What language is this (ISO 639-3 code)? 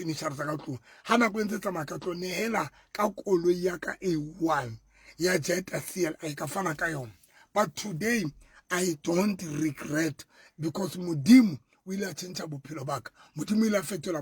sot